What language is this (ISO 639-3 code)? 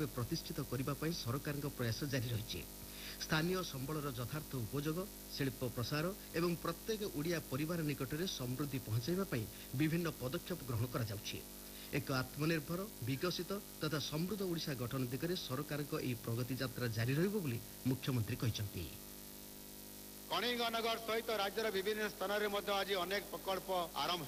ori